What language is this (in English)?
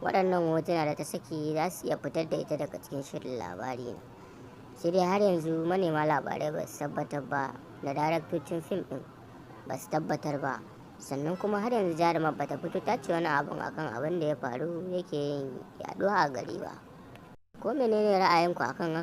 Hausa